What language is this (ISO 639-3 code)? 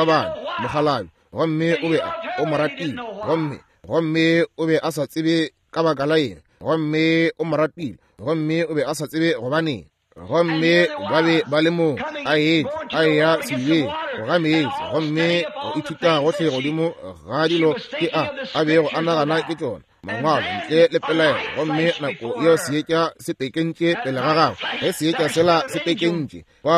nso